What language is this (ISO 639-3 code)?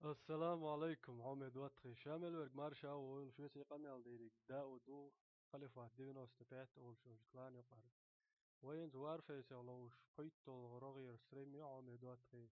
che